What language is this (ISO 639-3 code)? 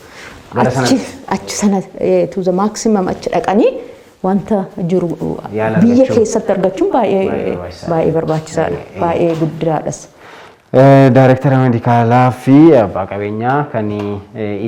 orm